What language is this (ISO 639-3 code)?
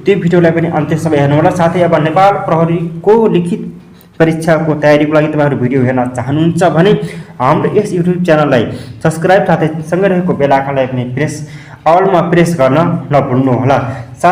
nep